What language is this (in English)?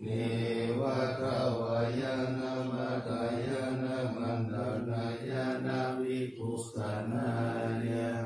Pali